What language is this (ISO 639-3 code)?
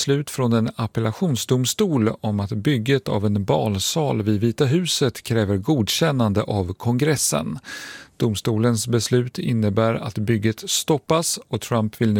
swe